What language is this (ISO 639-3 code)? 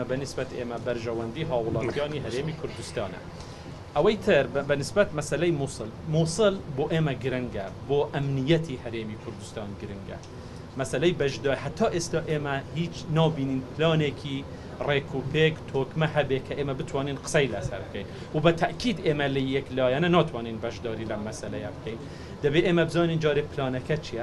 ckb